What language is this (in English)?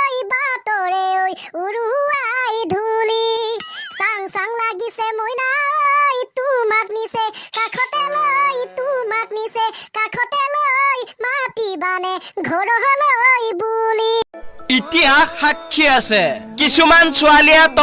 Assamese